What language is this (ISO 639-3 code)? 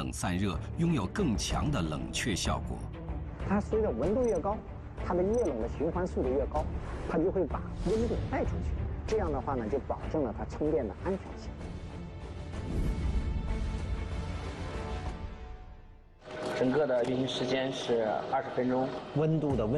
zho